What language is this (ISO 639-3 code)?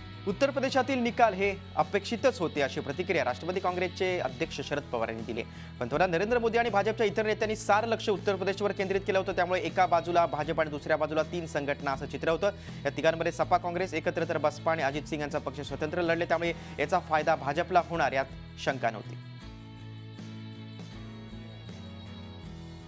mar